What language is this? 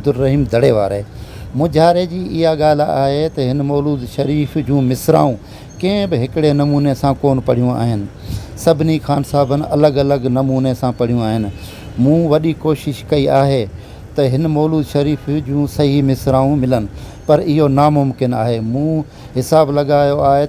Sindhi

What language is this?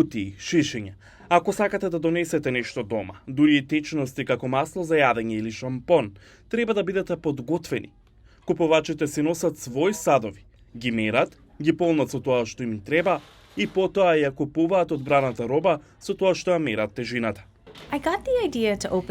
Macedonian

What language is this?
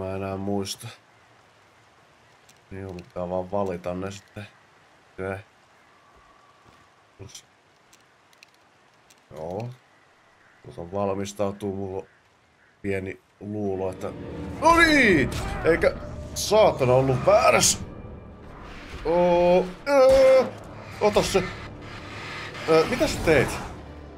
Finnish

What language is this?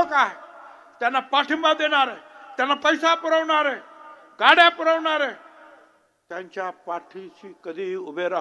Marathi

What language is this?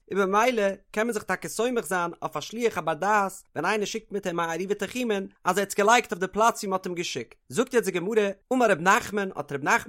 Yiddish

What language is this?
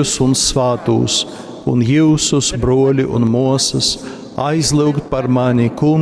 Latgalian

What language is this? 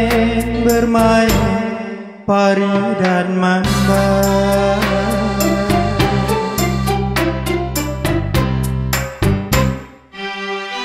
Malay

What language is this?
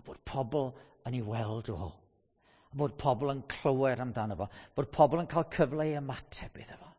Welsh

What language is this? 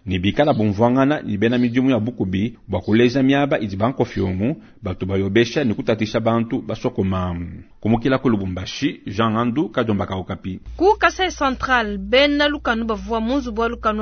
Luba-Lulua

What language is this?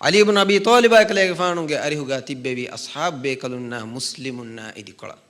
Divehi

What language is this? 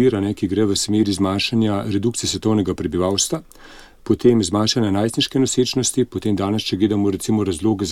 Slovenian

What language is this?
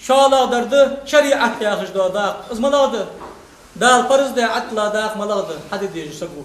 Ingush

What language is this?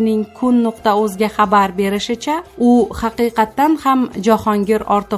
Uzbek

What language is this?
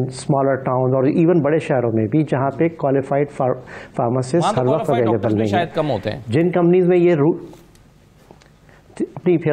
Urdu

